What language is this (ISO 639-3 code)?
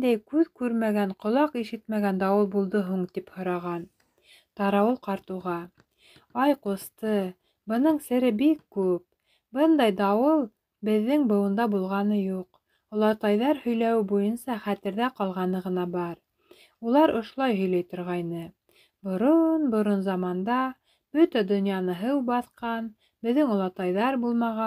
bak